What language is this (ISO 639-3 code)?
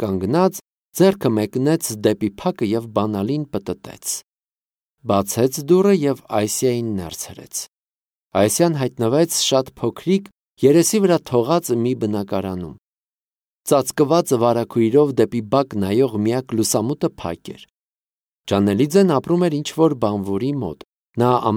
hye